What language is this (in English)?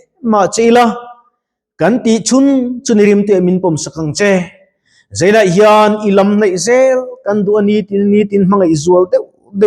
Mizo